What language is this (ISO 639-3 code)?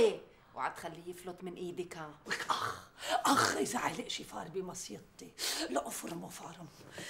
apc